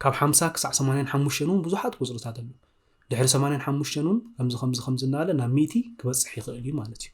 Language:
Tigrinya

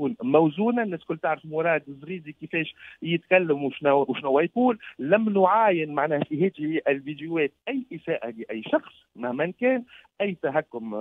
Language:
Tunisian Arabic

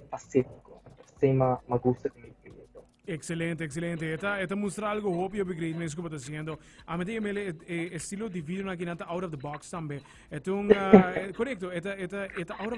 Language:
Papiamento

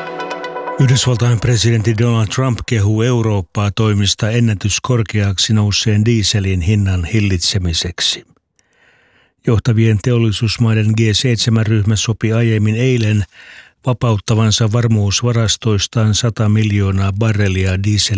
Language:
Finnish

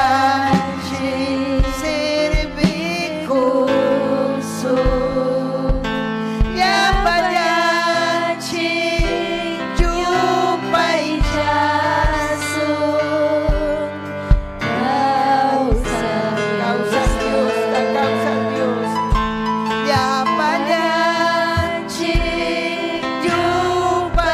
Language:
Ayacucho Quechua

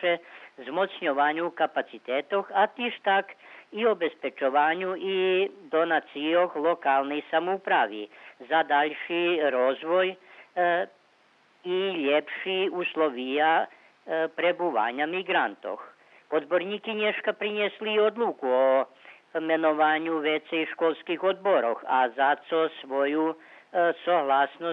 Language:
Rusyn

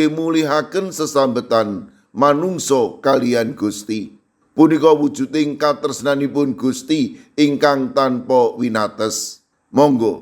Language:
Javanese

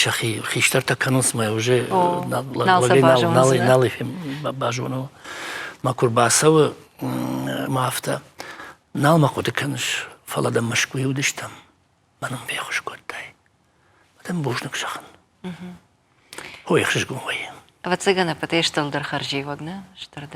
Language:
Ossetic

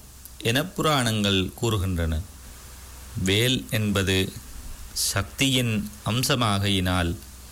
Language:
Tamil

